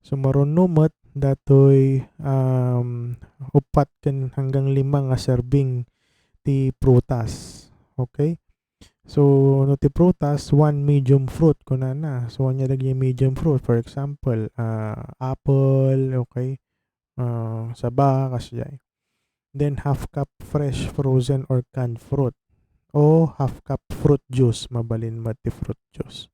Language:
Iloko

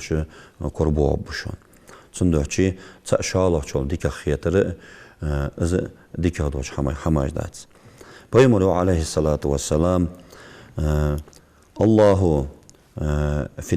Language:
Ingush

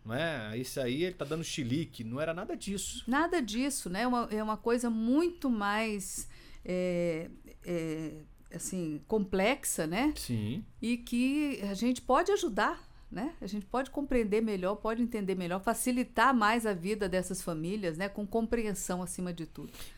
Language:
Portuguese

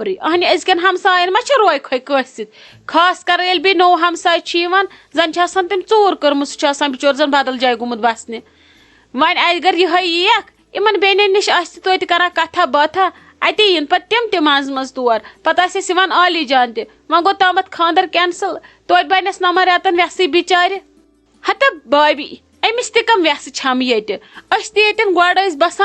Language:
Kashmiri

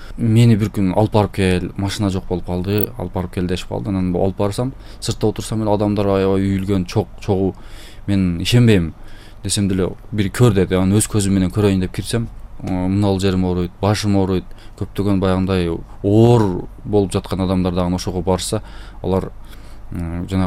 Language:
Kyrgyz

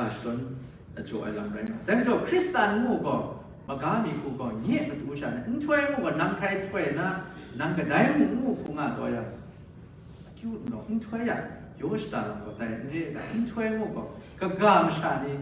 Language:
Kachin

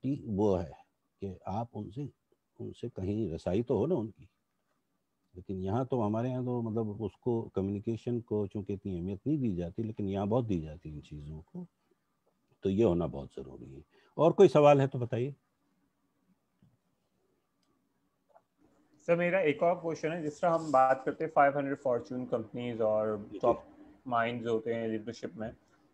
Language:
Urdu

